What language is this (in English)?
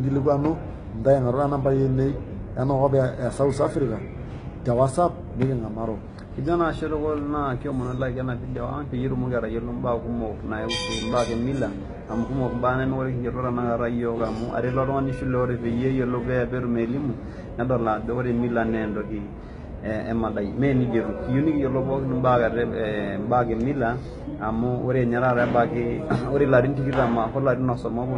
Masai